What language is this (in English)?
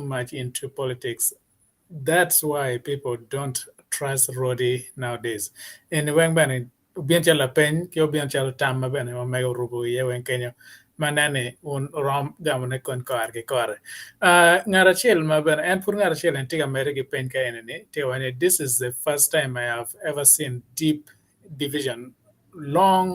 Acoli